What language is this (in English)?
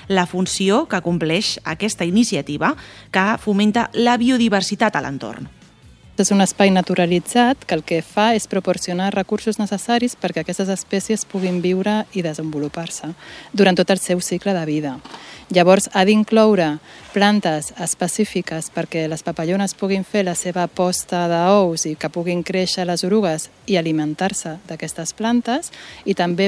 Catalan